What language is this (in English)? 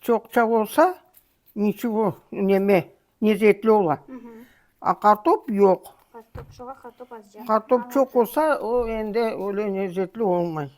Crimean Tatar